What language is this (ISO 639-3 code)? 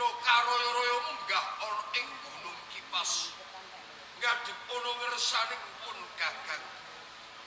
jav